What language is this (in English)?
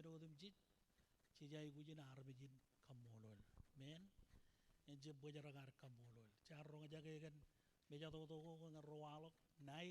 Marshallese